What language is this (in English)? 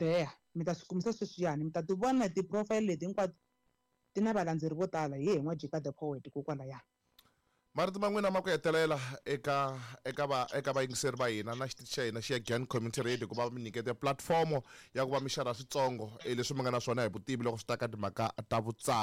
Tsonga